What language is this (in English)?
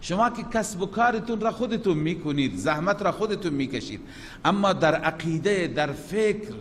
Persian